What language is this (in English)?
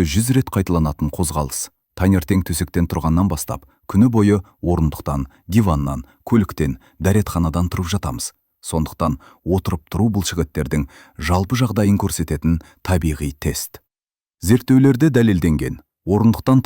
Kazakh